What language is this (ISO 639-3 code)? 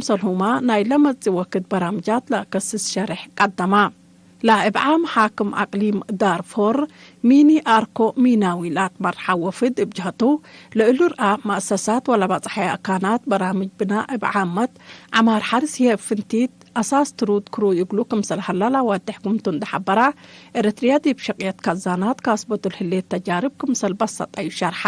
tig